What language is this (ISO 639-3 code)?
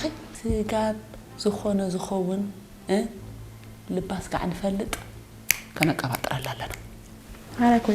tir